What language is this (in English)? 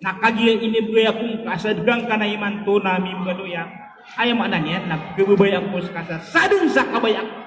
Maranao